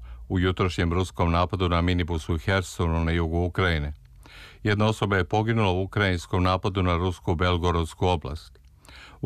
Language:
Serbian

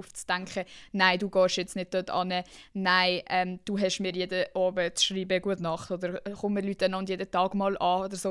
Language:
Swiss German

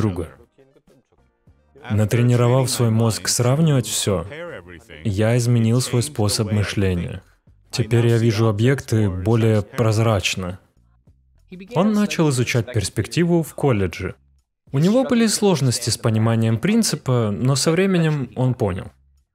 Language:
Russian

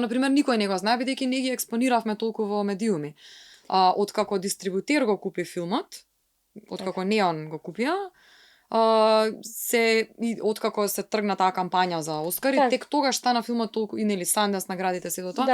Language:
Macedonian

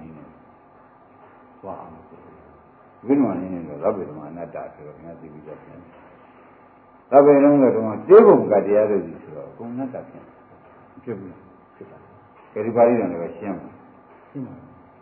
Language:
Burmese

